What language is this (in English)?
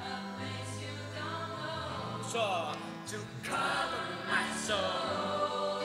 Faroese